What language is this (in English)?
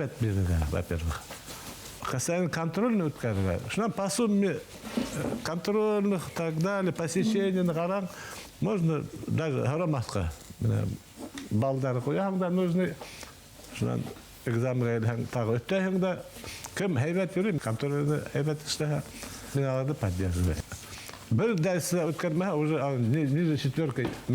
Bashkir